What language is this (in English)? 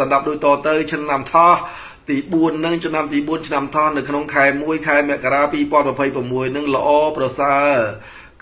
Khmer